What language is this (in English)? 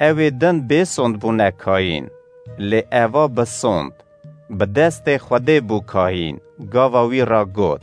Kurdish